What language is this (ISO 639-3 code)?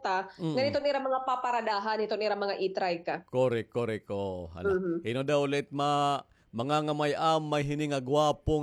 war